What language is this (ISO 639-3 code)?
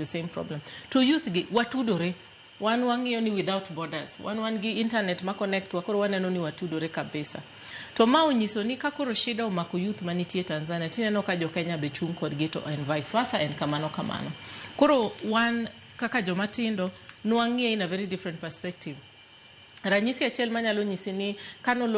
luo